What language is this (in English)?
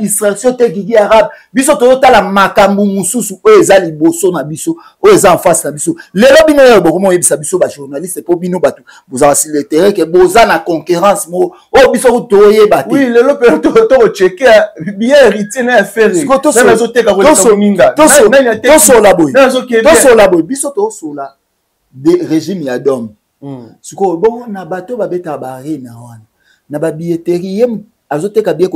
Lingala